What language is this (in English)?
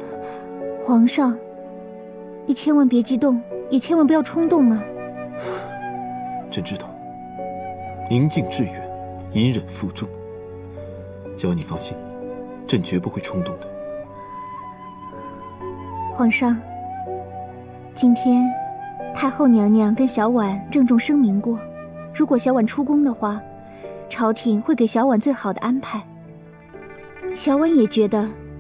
Chinese